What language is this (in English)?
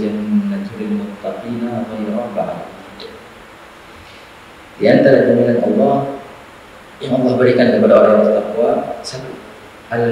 Indonesian